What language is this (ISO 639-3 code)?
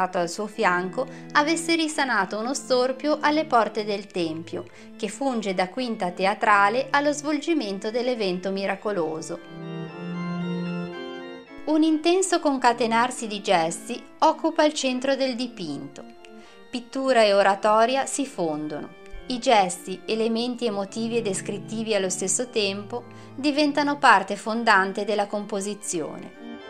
ita